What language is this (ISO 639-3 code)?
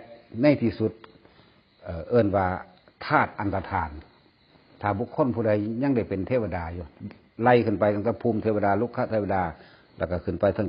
tts